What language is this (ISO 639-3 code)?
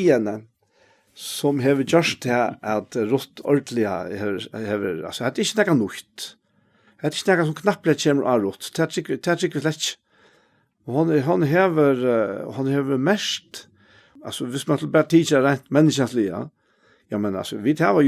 fao